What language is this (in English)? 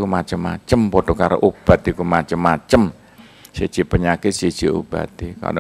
Javanese